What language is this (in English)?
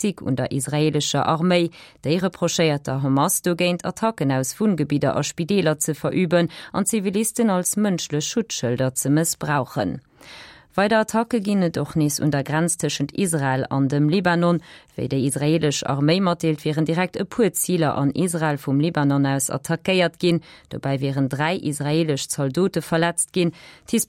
Luxembourgish